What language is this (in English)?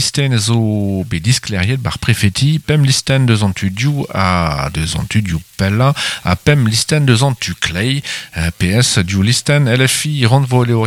Breton